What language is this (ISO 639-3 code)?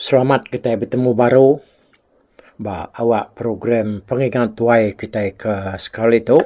iba